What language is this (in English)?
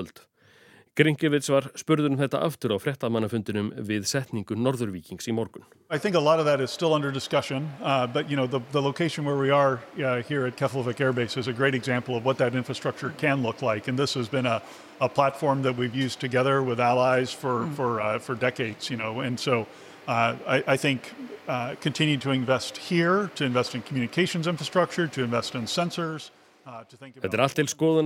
Icelandic